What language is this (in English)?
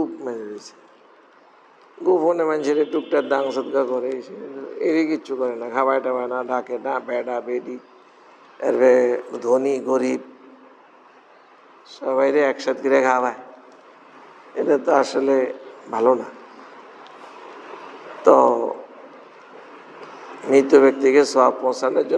Bangla